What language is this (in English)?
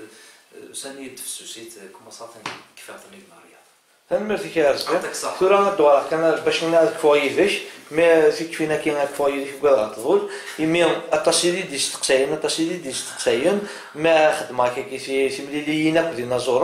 Kabyle